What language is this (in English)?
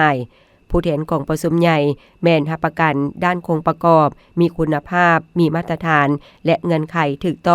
Lao